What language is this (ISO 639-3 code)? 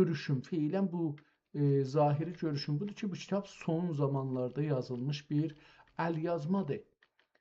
azb